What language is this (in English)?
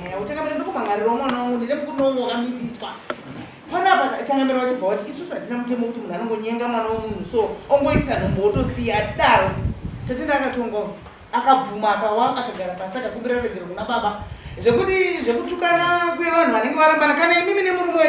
Shona